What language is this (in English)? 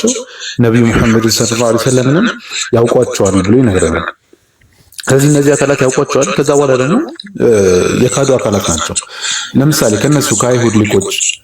Amharic